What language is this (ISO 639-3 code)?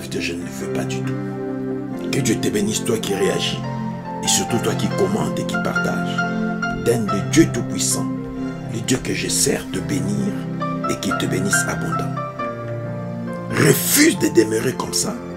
fra